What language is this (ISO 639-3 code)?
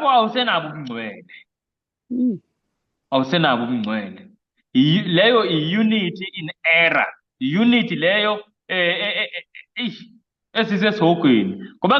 zul